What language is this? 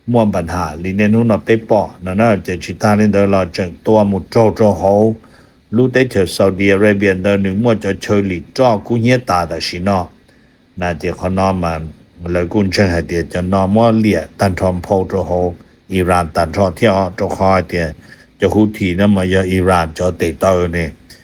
Hmong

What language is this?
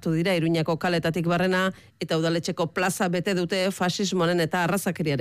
Basque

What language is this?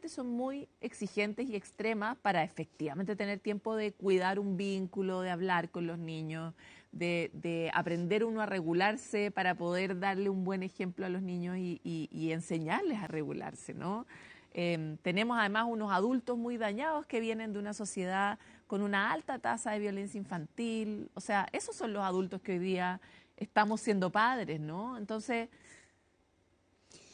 Spanish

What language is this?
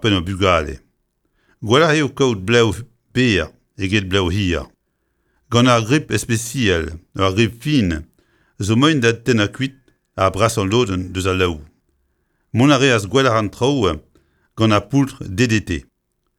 Breton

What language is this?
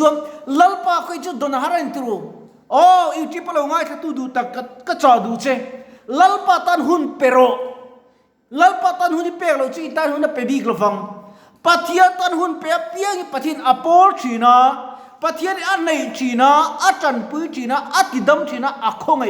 Mizo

